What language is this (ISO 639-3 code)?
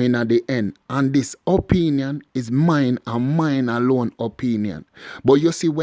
jam